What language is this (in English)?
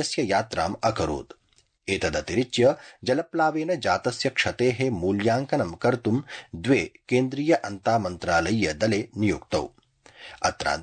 Sanskrit